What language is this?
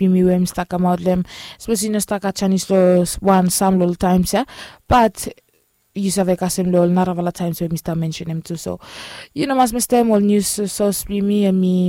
Bislama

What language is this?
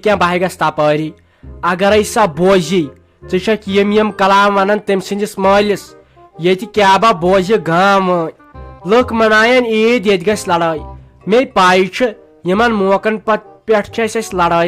Kashmiri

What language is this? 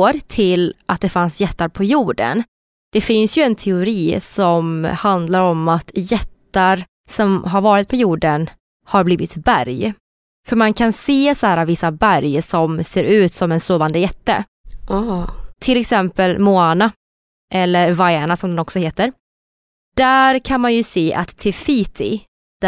Swedish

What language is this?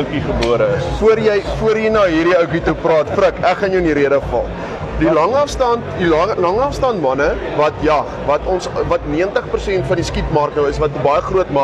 Afrikaans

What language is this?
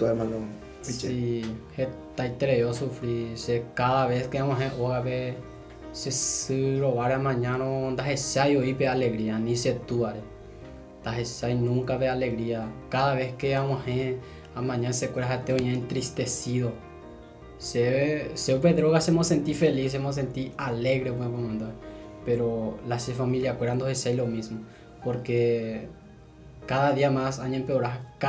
Guarani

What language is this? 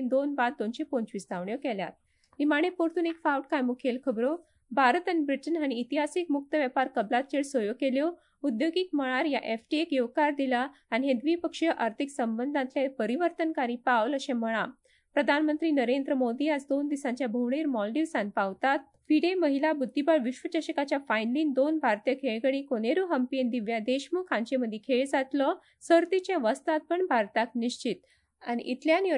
Konkani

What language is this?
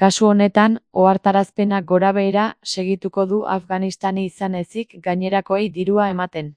Basque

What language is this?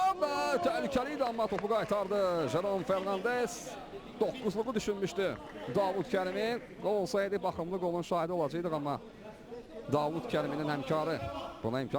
Azerbaijani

